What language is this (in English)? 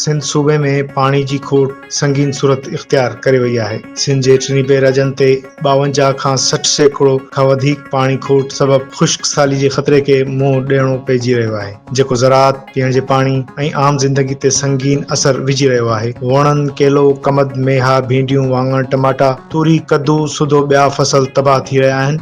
Sindhi